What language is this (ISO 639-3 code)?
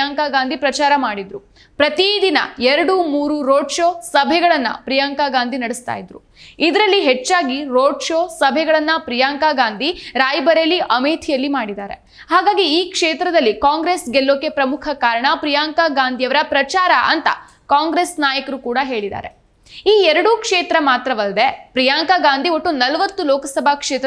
kan